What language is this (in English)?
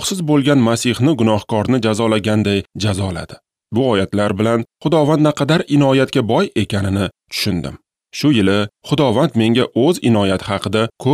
Uzbek